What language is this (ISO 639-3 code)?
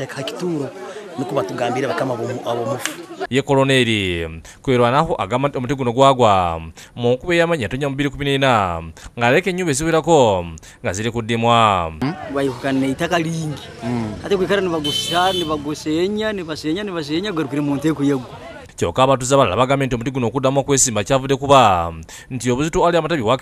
lug